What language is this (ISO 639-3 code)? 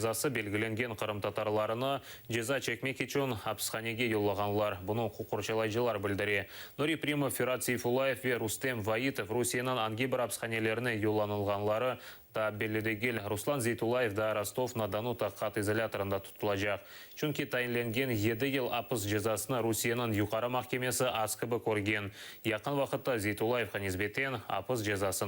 crh